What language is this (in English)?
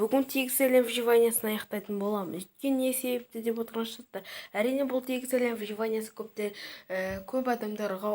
Kazakh